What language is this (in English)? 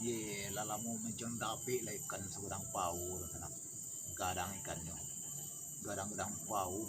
Minangkabau